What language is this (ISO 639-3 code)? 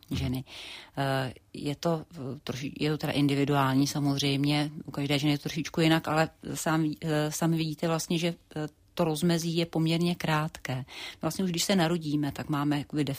ces